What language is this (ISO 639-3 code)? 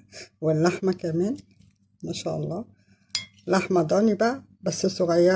arz